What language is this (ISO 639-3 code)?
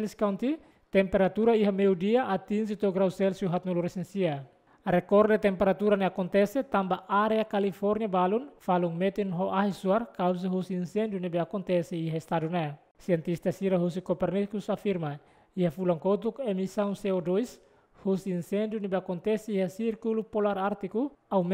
tet